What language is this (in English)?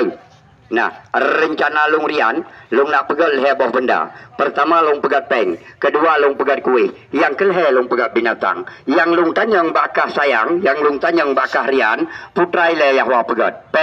Achinese